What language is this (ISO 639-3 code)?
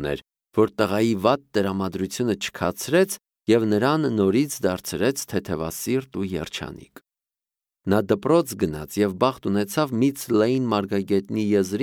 hye